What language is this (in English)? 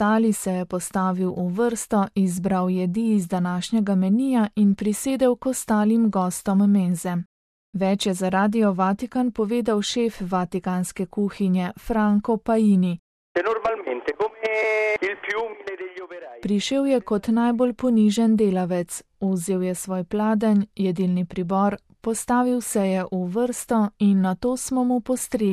Slovenian